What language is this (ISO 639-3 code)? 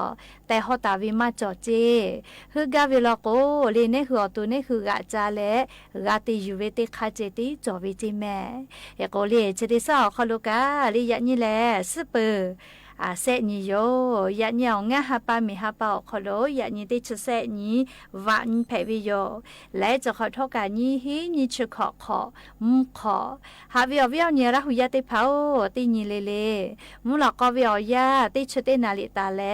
lhu